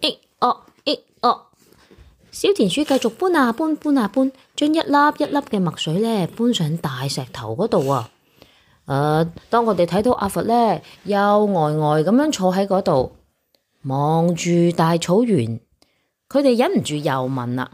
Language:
Cantonese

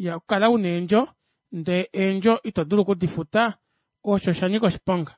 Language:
Kuanyama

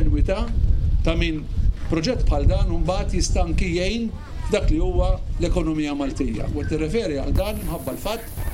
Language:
Maltese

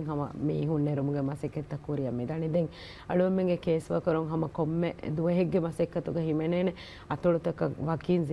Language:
Divehi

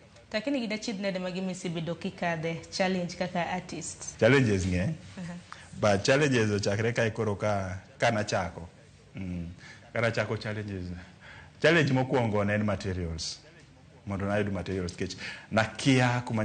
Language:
Luo (Kenya and Tanzania)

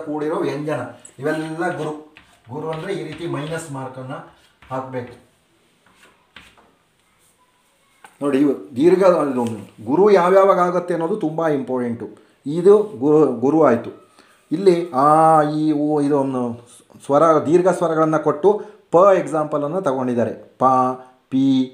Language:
Kannada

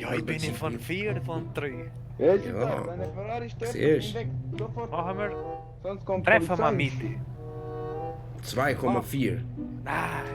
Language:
Swiss German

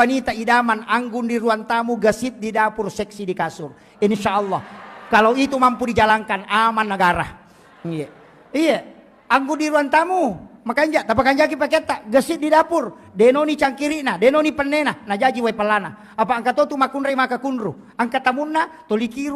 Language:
Buginese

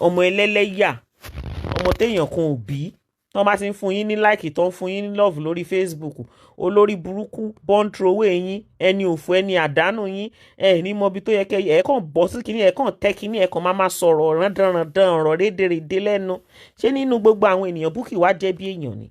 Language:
Yoruba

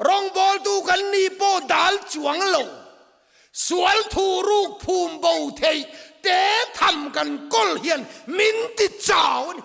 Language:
Mizo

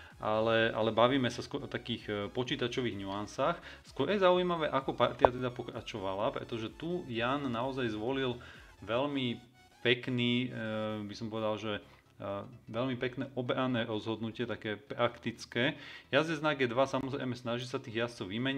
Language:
Slovak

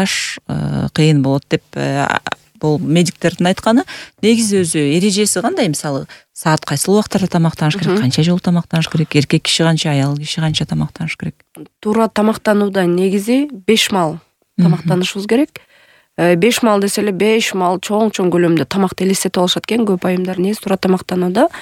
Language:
Kyrgyz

